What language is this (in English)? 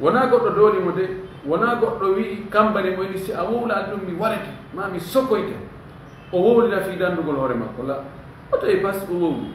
Fula